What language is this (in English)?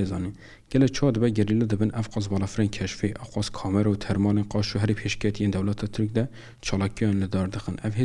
Kurdish